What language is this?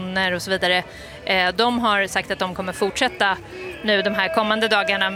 Swedish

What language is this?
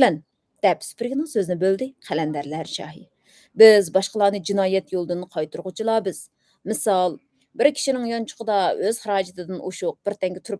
Uyghur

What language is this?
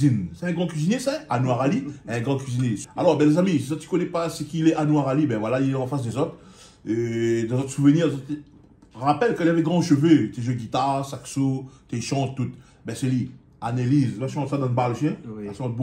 Réunion Creole French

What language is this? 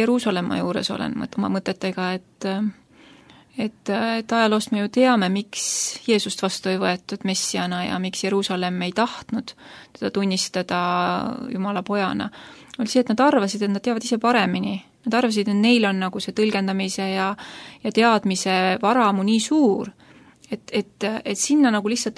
Estonian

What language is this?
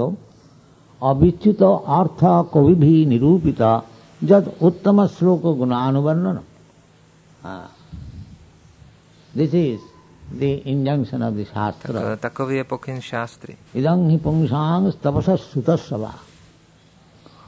Czech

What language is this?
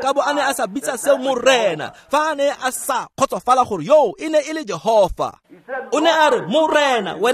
Tswana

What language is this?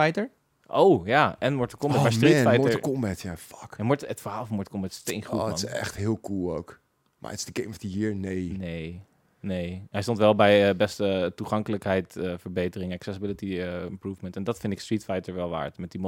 Dutch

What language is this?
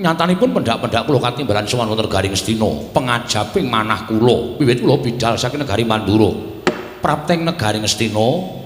Javanese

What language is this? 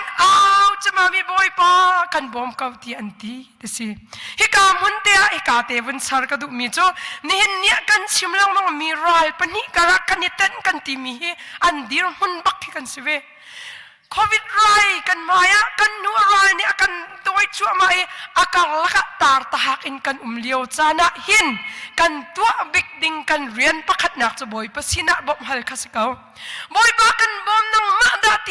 Hakha Chin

